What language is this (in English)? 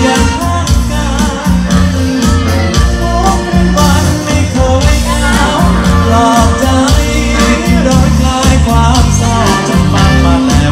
Thai